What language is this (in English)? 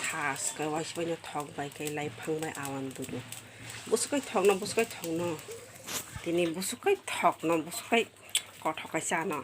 Kok Borok